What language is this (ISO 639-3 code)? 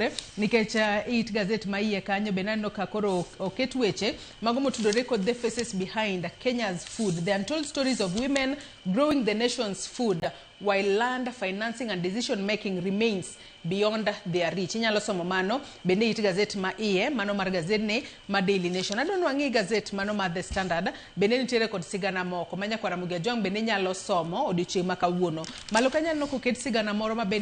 luo